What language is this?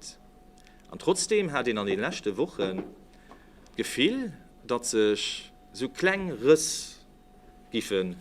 Luxembourgish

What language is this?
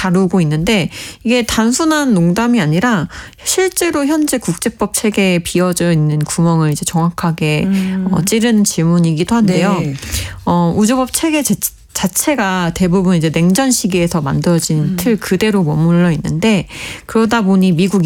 Korean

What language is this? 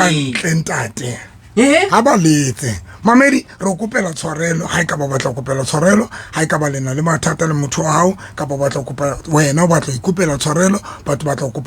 Southern Sotho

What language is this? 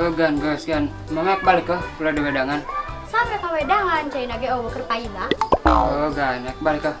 Sundanese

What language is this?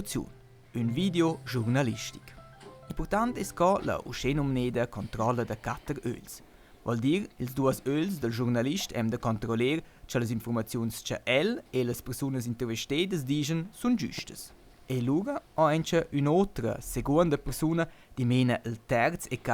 Romansh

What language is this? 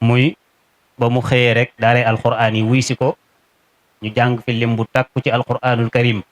Wolof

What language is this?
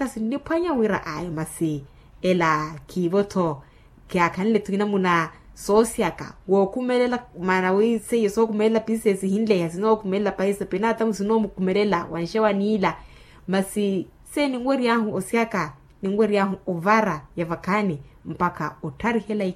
Makhuwa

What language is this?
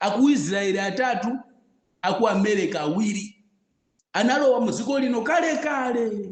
Nyanja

